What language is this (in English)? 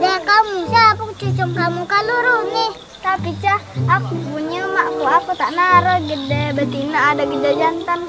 Musi